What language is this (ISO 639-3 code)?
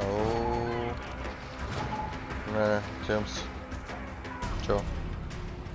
bul